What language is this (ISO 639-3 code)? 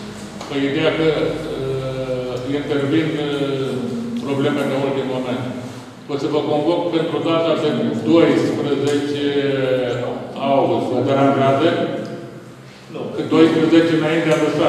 ron